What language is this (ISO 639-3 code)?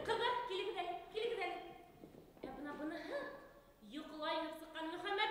bak